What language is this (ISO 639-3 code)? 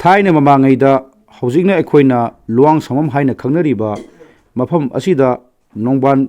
mni